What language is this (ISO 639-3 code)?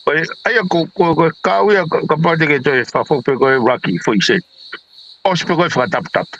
ton